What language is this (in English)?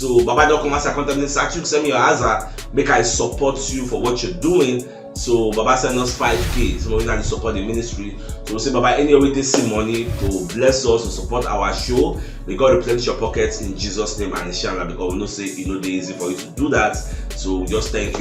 Nigerian Pidgin